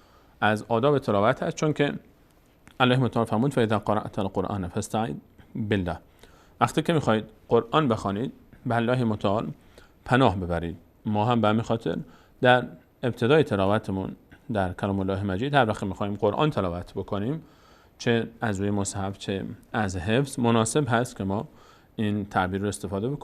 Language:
Persian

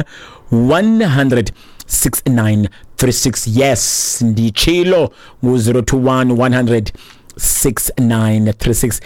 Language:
Xhosa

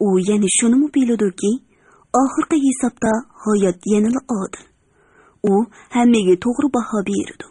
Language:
Uyghur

